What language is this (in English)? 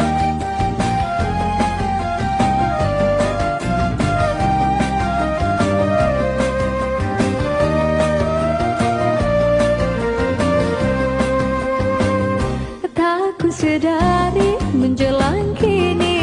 Malay